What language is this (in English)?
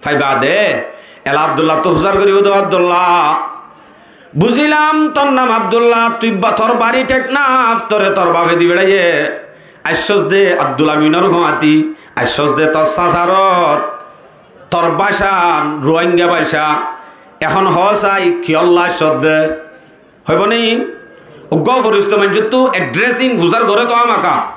Rohingya